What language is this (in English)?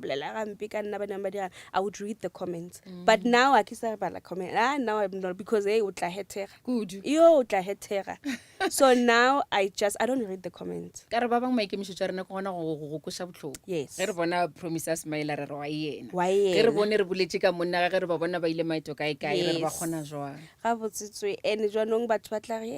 Northern Sotho